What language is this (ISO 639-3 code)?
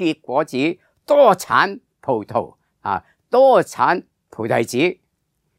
yue